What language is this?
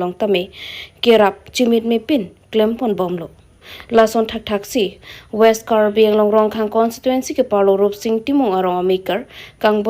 Karbi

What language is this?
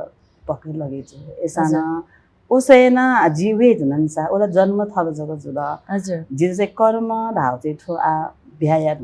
Newari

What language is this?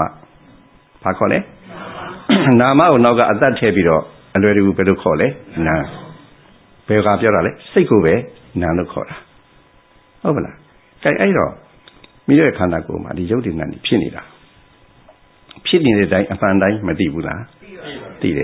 Burmese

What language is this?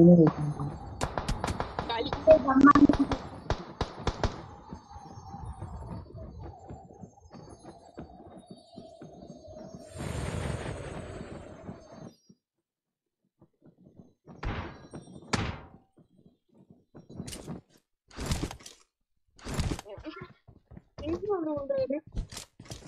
Tamil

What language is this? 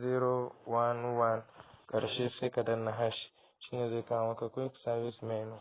Hausa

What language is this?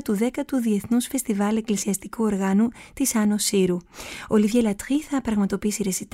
Greek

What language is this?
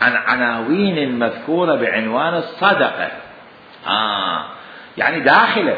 Mesopotamian Arabic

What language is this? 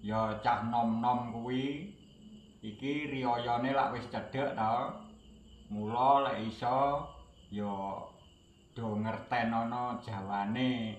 Javanese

